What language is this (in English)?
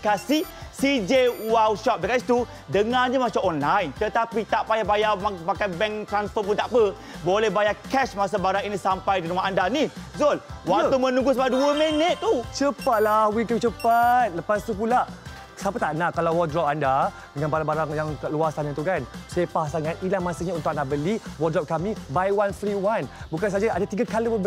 Malay